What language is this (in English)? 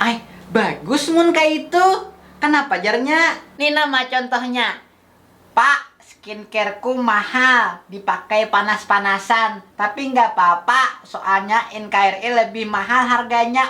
Banjar